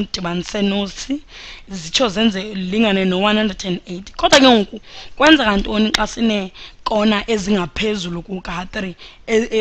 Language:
Xhosa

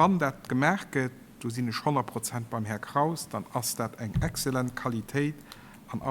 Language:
Luxembourgish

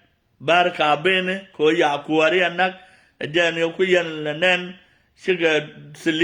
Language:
Nuer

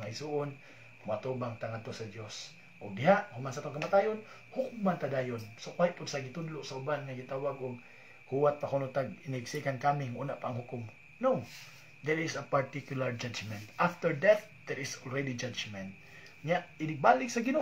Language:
Cebuano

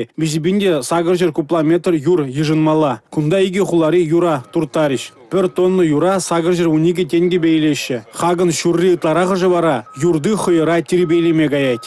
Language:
Chuvash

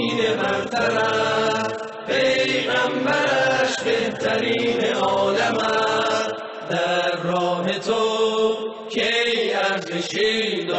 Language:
Tajik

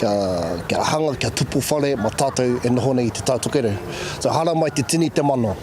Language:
Māori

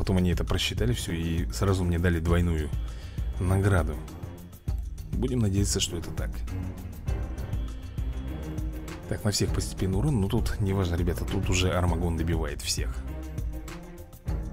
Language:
Russian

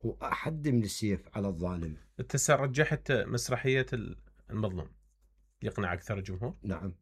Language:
Mesopotamian Arabic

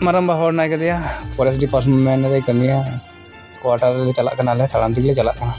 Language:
Santali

